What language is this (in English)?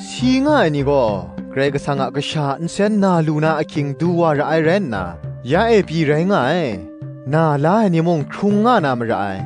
Kachin